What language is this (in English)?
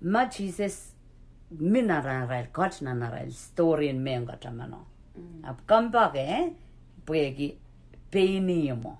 Pohnpeian